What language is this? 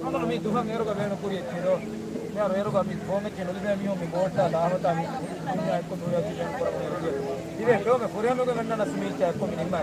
Divehi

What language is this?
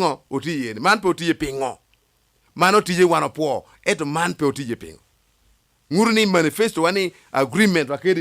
Lango (Uganda)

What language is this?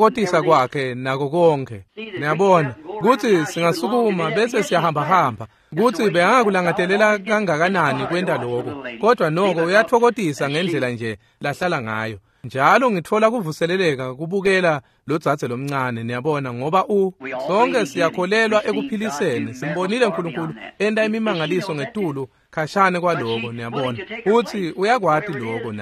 Swati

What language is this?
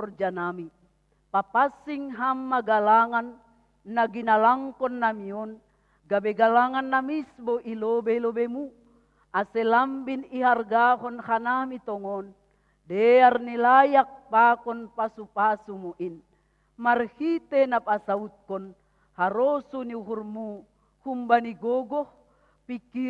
Batak Simalungun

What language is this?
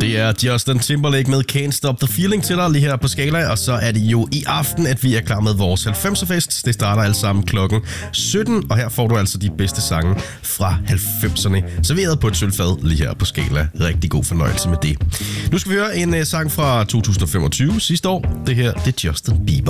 Danish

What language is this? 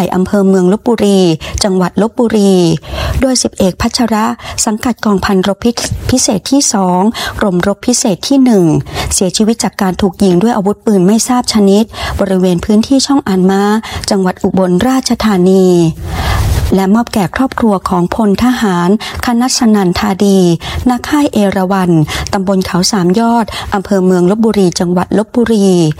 Thai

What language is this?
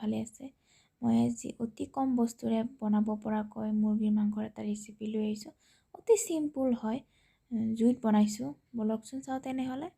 Assamese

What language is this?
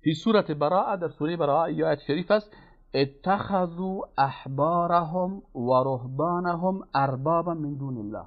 Persian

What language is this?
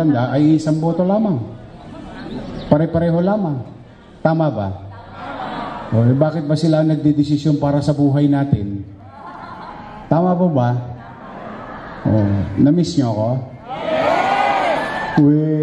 Filipino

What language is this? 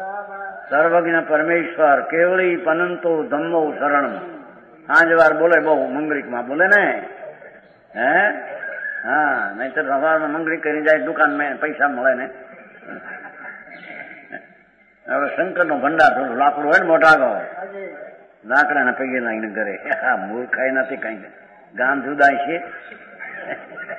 Gujarati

